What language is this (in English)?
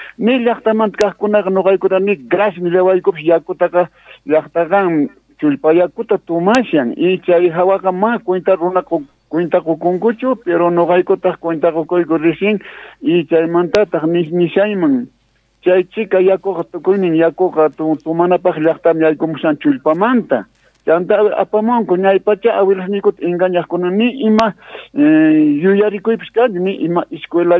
South Bolivian Quechua